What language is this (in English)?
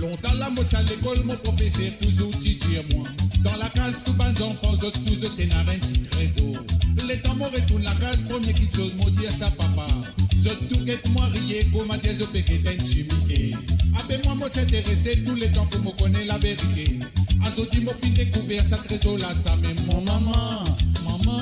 Morisyen